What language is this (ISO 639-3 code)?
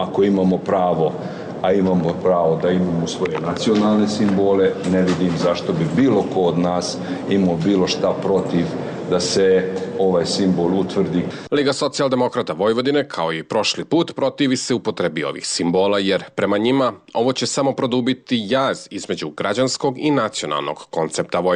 srp